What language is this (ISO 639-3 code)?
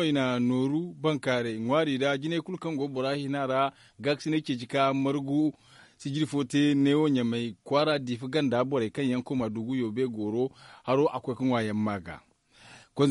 dje